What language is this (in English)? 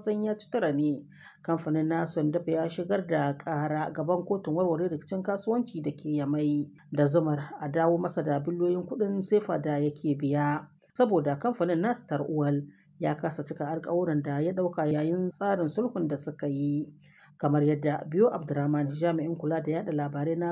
Hausa